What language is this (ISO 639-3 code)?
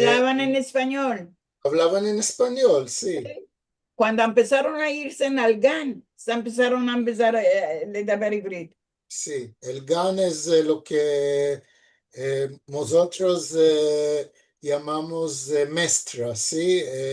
lad